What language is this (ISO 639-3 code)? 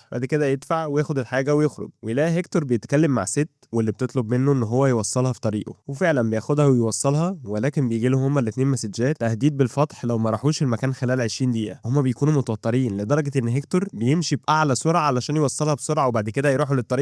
arz